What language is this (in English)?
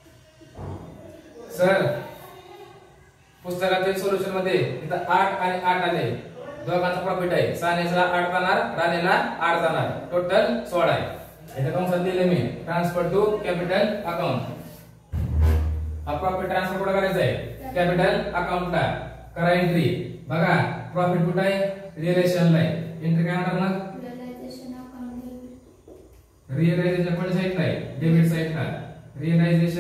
Marathi